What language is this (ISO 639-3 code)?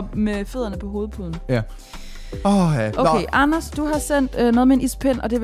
dan